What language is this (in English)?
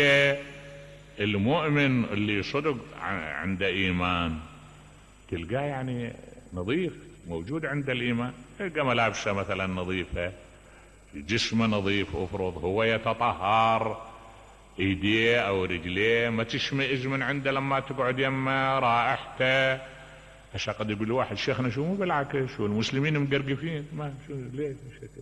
Mesopotamian Arabic